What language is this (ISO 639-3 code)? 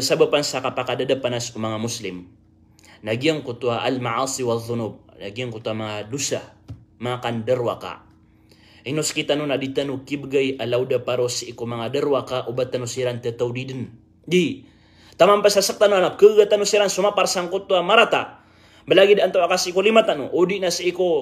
mrw